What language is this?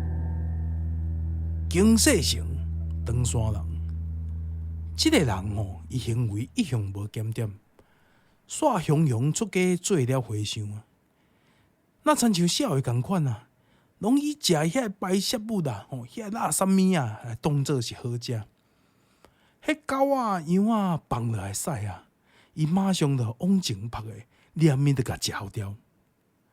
Min Nan Chinese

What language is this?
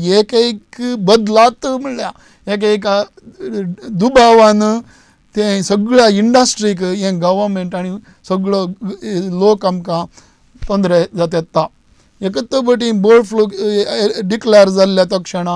Konkani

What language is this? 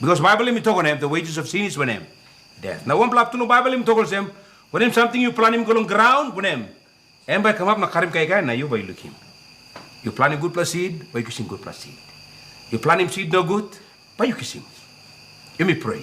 Tok Pisin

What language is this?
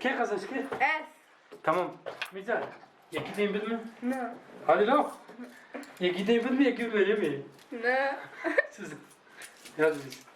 Kurdish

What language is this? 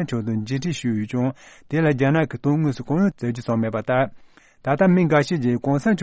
Tibetan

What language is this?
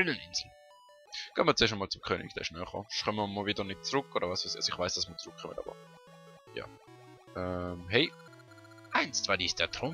Swiss German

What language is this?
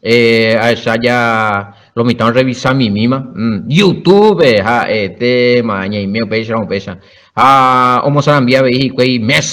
Guarani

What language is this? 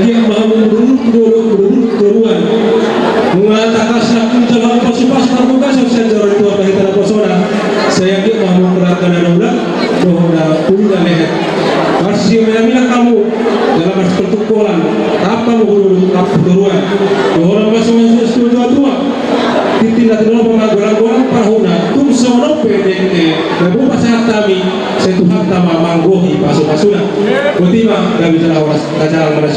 Batak Toba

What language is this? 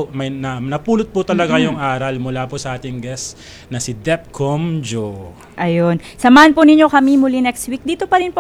Filipino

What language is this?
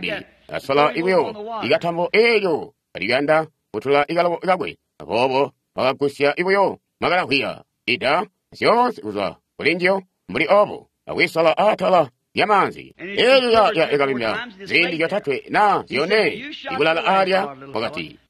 Tonga (Zambia)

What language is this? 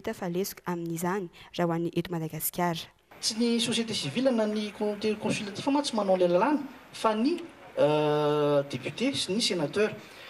Malagasy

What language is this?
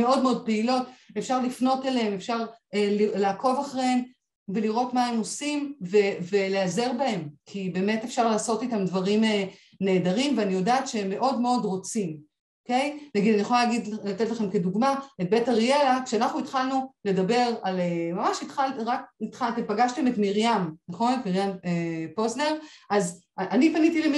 Hebrew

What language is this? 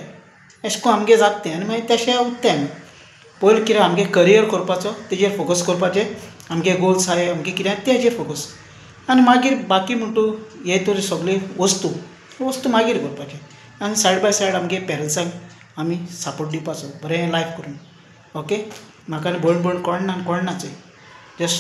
Konkani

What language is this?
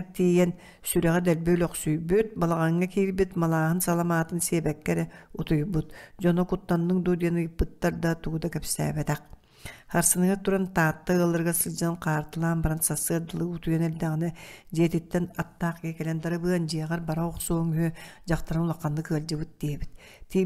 Yakut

